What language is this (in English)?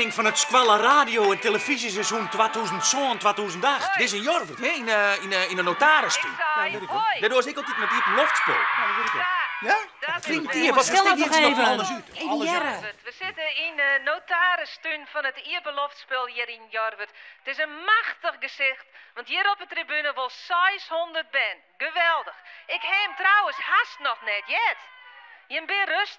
Western Frisian